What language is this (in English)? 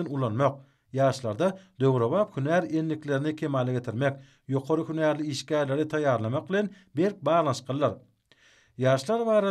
Turkmen